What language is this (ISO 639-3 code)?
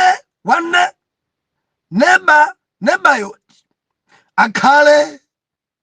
nya